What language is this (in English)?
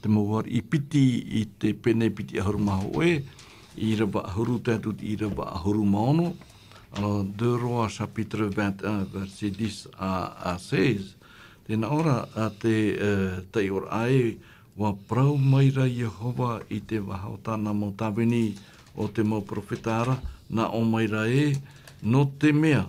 Tahitian